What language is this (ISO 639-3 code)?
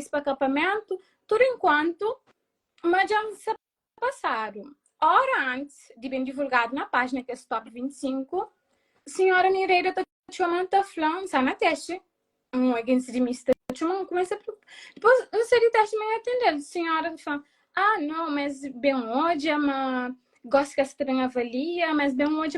kea